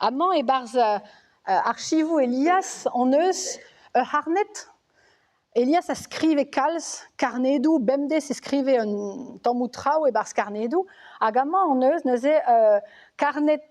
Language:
Breton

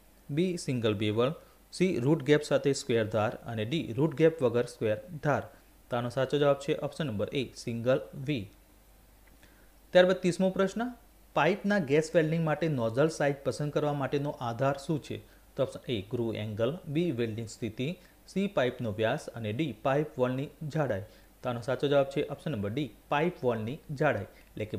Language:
Gujarati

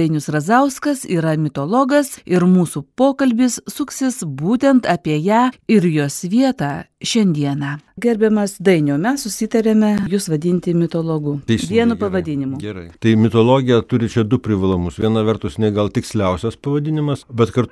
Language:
Lithuanian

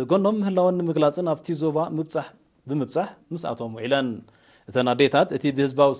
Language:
Tigrinya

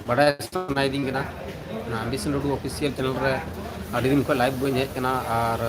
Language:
Santali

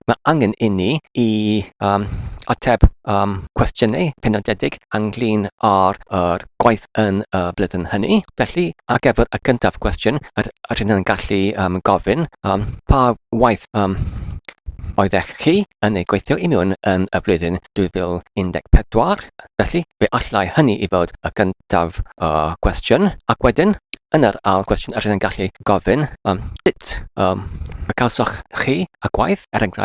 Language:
Welsh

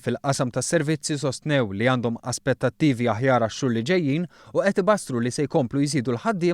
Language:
Maltese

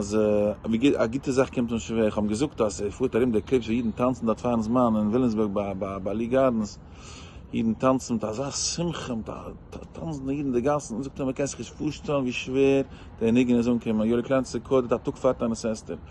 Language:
Yiddish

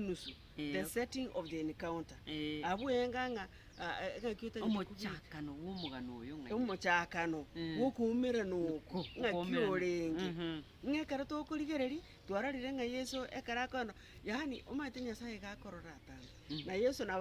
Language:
Gusii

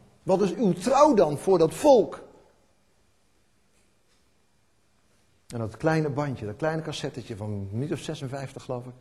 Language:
Dutch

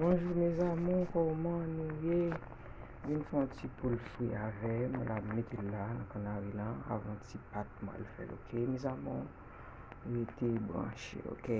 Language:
Haitian Creole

